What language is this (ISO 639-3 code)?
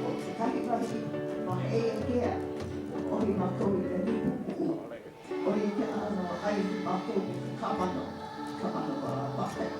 haw